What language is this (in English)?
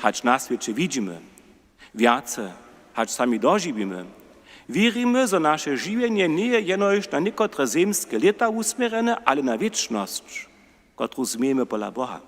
Upper Sorbian